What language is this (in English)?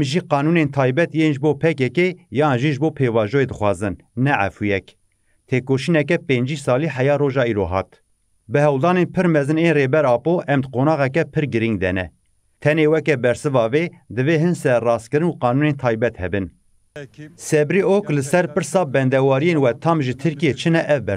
Kurdish